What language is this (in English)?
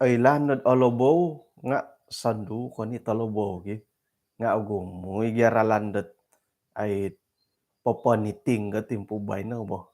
Central Dusun